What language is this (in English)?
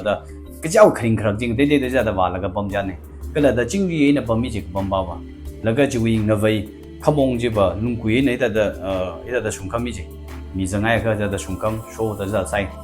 Tangkhul Naga (India)